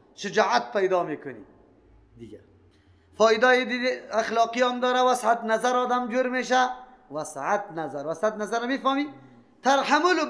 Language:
Persian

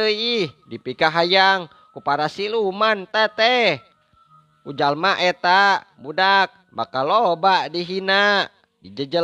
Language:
Sundanese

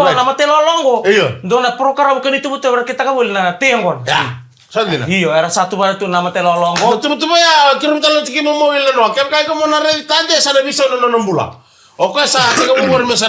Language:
Fijian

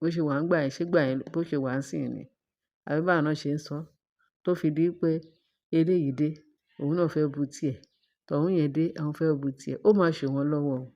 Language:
Yoruba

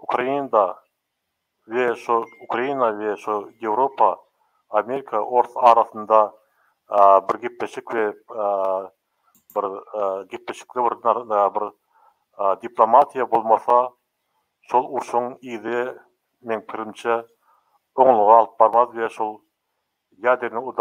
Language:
Turkmen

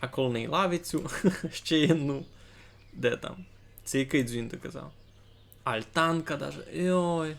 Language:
Rusyn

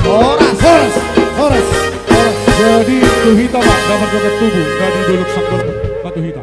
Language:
Batak Toba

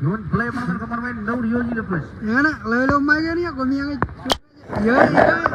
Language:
Marshallese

